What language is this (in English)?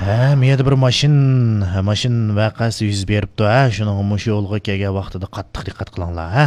Uyghur